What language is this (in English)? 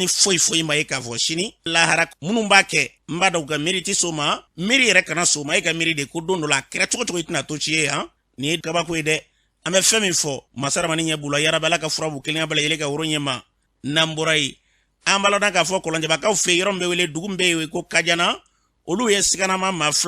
Bambara